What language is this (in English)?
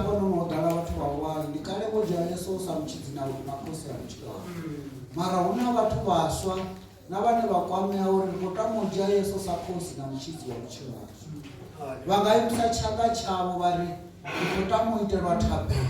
Venda